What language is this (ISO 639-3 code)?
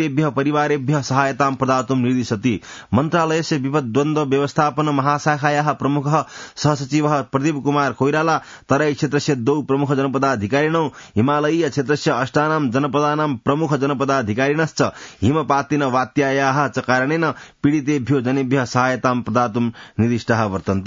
san